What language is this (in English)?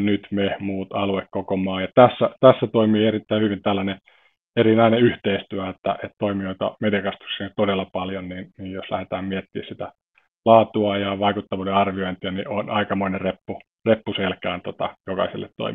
Finnish